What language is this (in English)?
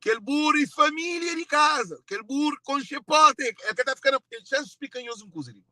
Kabuverdianu